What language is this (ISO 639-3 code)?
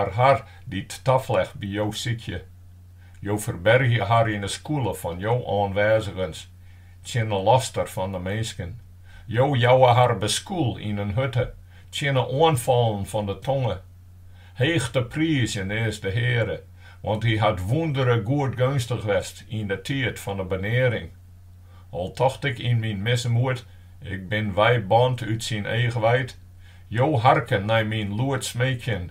fry